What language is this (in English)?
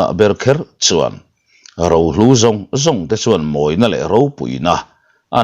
Mizo